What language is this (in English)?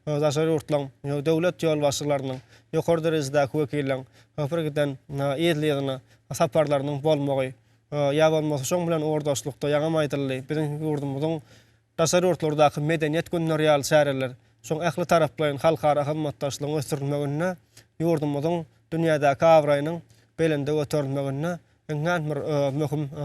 Turkmen